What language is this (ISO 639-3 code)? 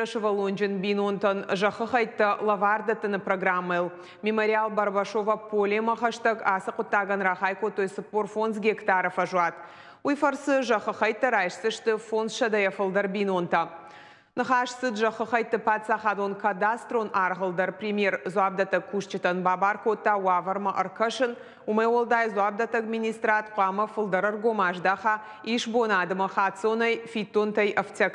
oss